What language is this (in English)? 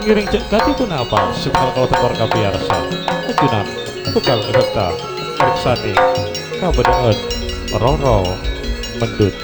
Madurese